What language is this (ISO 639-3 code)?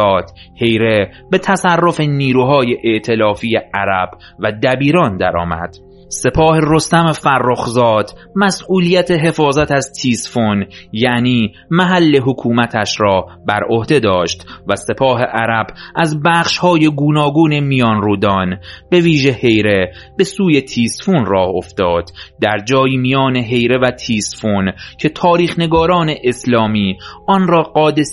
fas